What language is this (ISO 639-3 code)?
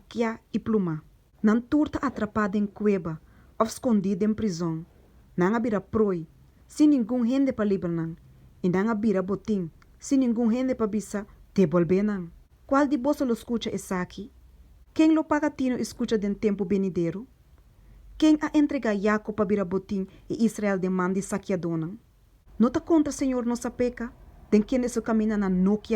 pap